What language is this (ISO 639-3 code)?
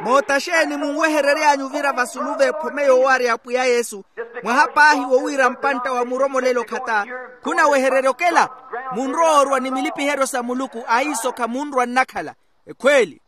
vmw